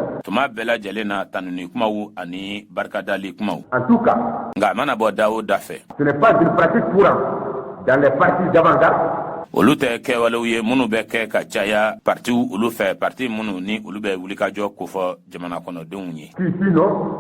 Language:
Bambara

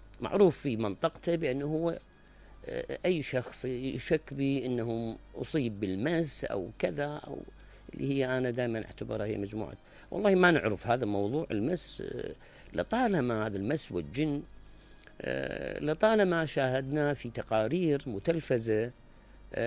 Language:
Mesopotamian Arabic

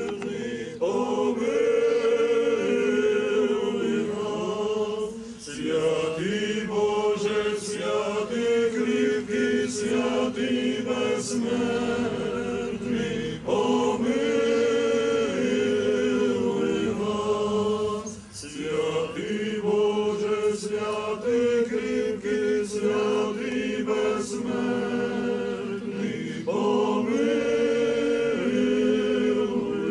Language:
Ukrainian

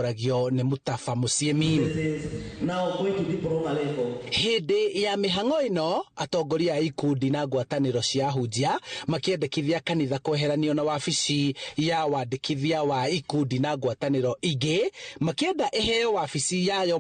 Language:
Kikuyu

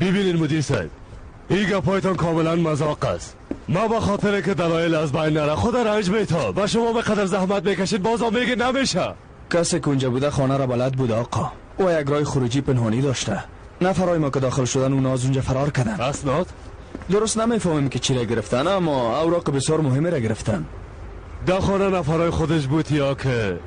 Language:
Persian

